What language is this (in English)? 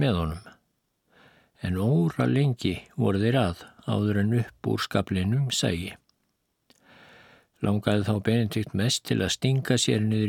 Icelandic